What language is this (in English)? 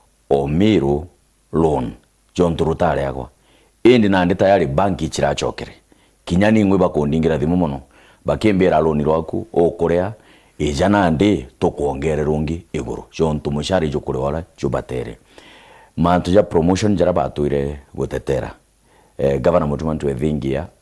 Meru